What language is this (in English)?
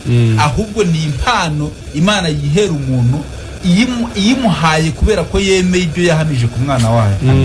Kinyarwanda